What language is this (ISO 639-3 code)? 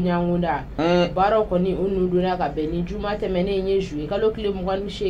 bam